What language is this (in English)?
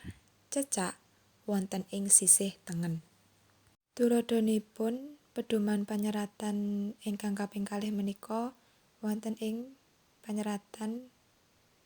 Javanese